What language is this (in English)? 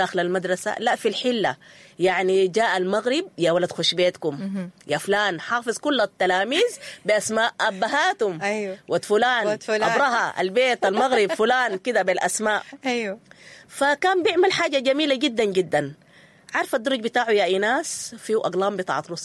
Sudanese Arabic